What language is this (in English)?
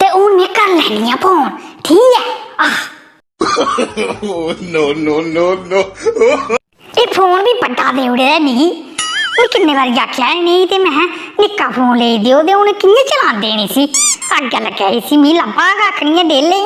Dogri